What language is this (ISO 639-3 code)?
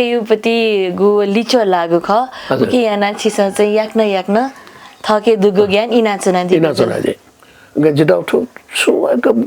new